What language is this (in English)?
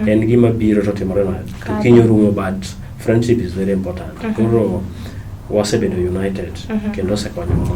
Luo (Kenya and Tanzania)